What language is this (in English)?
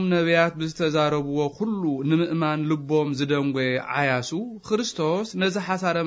Tigrinya